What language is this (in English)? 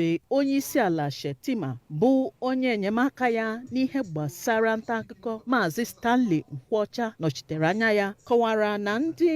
Igbo